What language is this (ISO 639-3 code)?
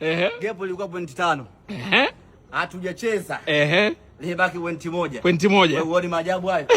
swa